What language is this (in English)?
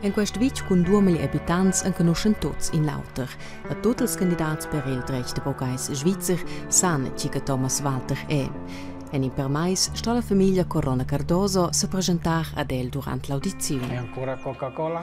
Romansh